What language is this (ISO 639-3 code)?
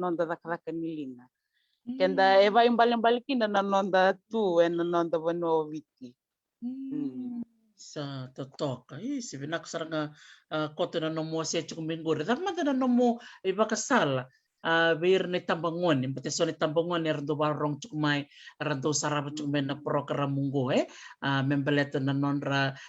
fij